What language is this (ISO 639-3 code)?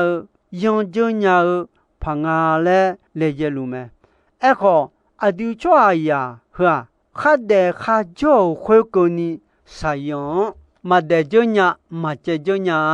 ahk